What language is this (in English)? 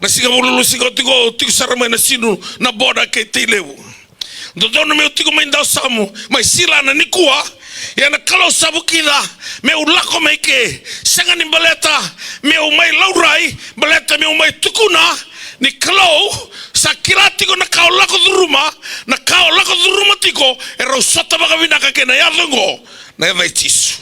Fijian